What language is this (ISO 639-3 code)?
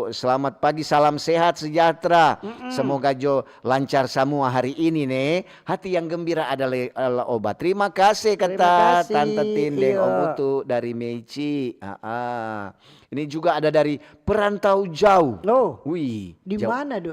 xmm